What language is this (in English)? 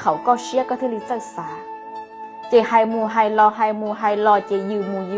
Hmong